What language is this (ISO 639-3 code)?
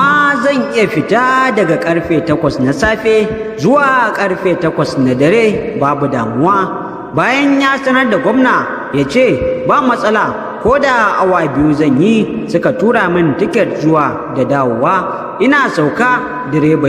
hau